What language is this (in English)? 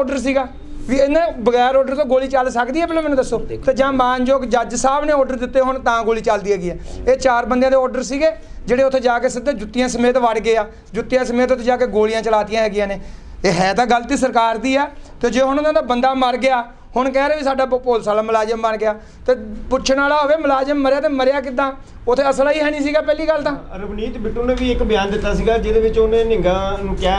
Punjabi